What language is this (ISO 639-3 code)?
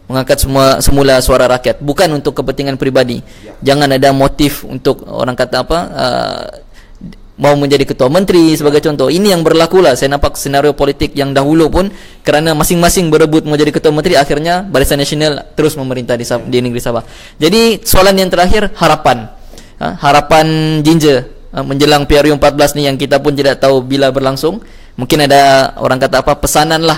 msa